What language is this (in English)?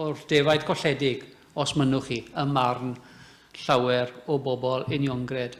Welsh